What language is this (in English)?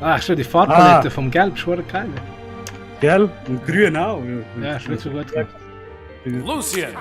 Swiss German